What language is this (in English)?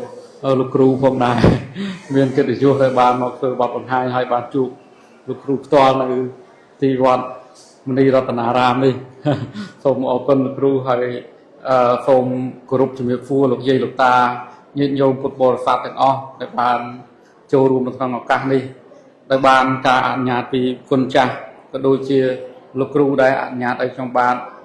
Khmer